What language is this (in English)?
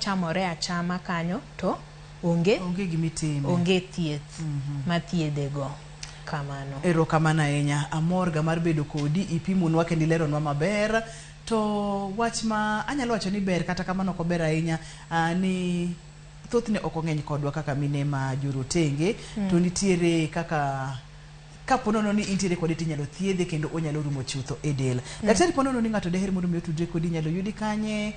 Luo (Kenya and Tanzania)